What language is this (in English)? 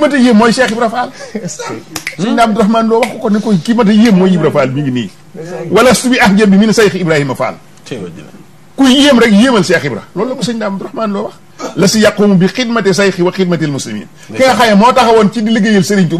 Wolof